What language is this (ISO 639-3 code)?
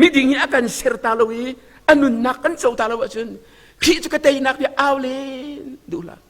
cnh